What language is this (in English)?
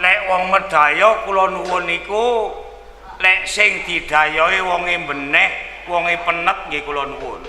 Javanese